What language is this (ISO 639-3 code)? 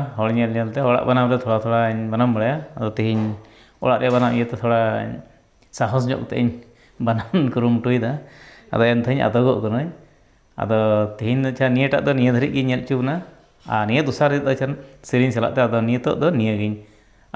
sat